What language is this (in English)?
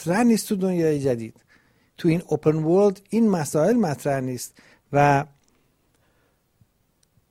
Persian